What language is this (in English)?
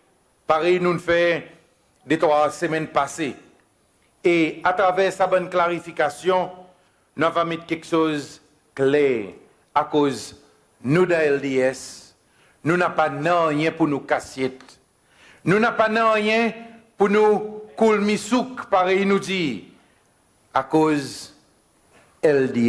Seselwa Creole French